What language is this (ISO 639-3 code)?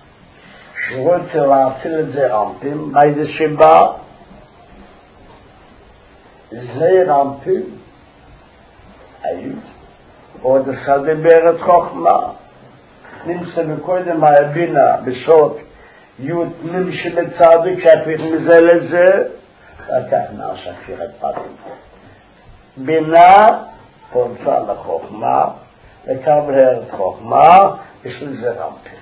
heb